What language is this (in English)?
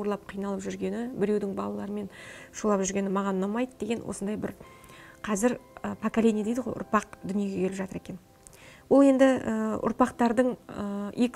Kazakh